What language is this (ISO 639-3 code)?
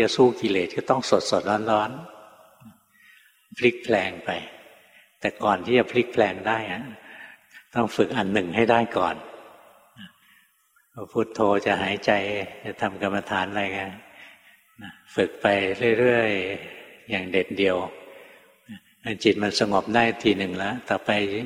tha